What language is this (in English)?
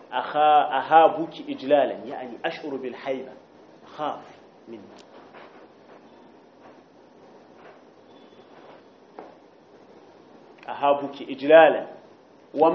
Arabic